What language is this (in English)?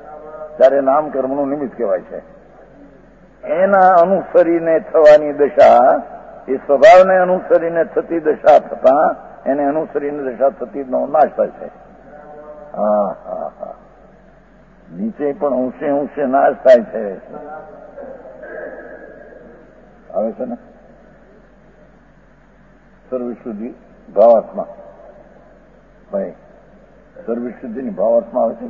Gujarati